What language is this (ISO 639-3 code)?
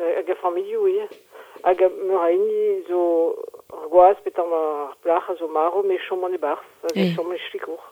bre